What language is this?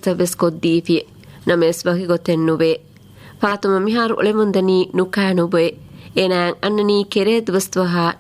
Divehi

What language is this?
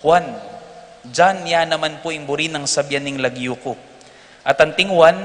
Pampanga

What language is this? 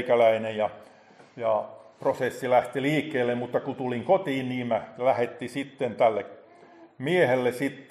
Finnish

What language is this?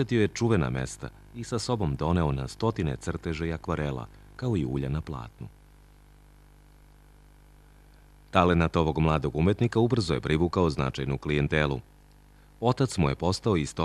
Serbian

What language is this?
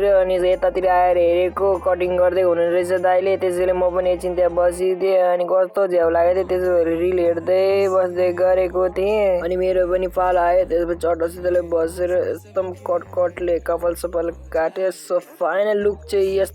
Nepali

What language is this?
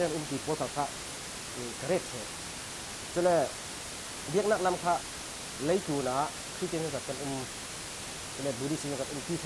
Falam Chin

